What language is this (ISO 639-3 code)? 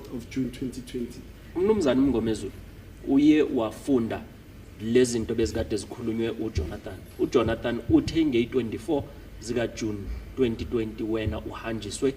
zul